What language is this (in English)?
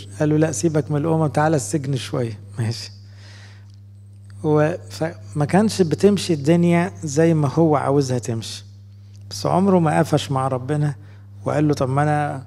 Egyptian Arabic